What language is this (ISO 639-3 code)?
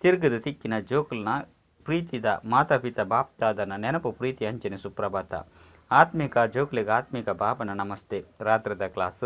tcy